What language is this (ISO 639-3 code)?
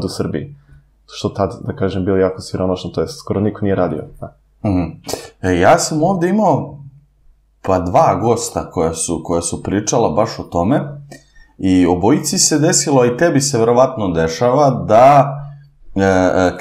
srp